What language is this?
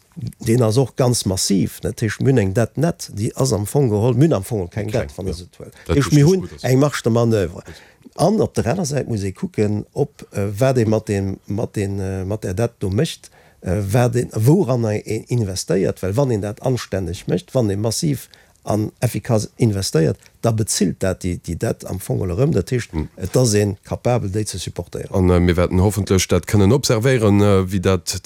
Luxembourgish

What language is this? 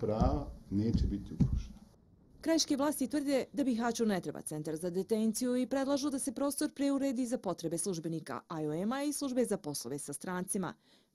Bosnian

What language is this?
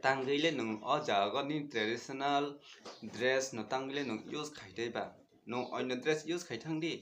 Kok Borok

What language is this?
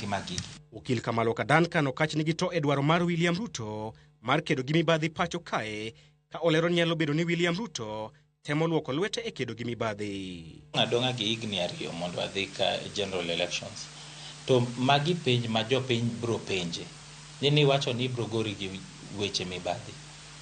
Luo (Kenya and Tanzania)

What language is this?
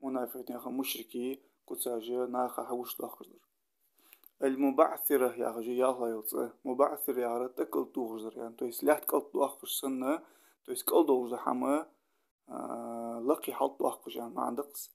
Ingush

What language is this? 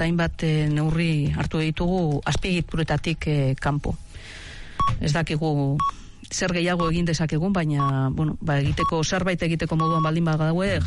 Basque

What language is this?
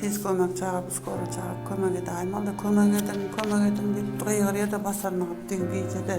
Turkmen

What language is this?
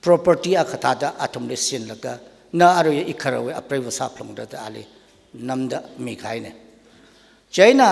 Tangkhul Naga (India)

